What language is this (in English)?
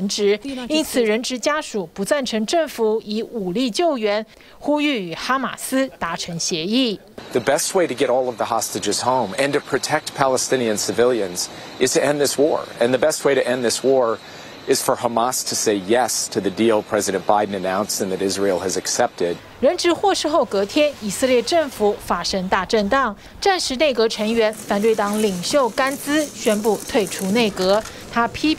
Chinese